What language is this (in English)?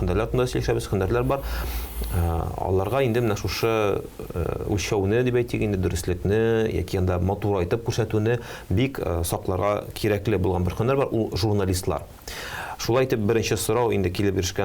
Tatar